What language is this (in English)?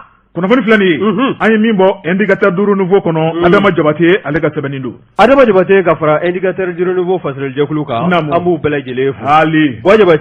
Bambara